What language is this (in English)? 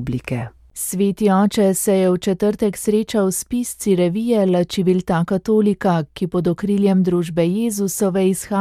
Slovenian